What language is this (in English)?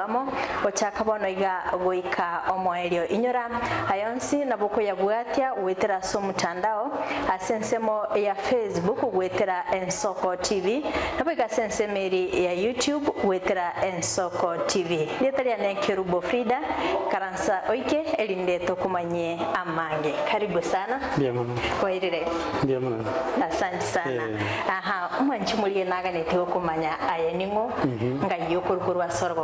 Gusii